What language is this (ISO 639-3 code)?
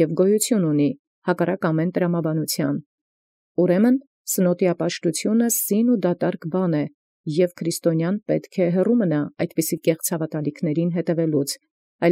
hye